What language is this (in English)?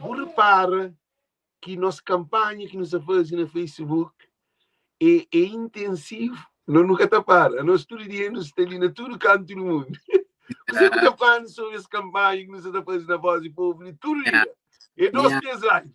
Kabuverdianu